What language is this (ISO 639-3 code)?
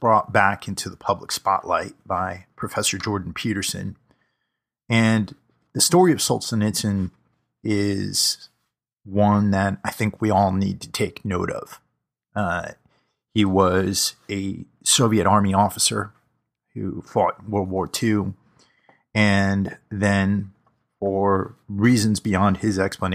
eng